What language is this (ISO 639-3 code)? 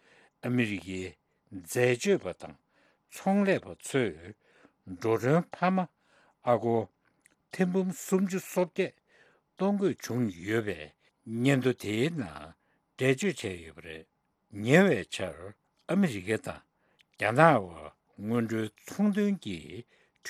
bod